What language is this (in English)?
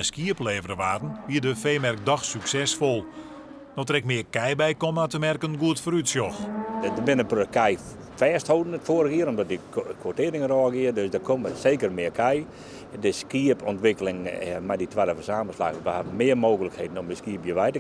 Western Frisian